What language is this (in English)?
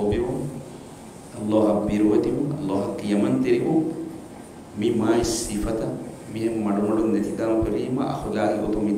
Divehi